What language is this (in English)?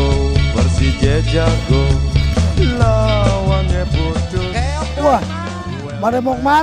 Betawi